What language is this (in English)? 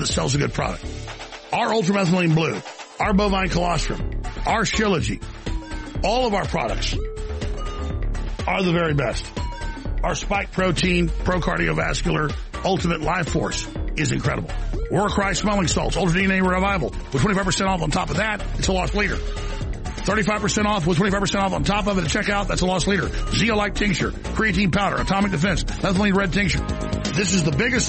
English